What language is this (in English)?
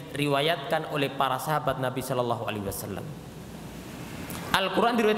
Indonesian